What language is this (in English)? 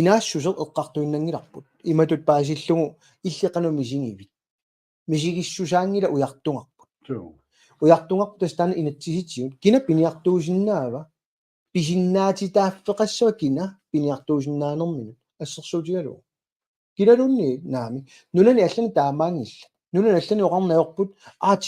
Kalaallisut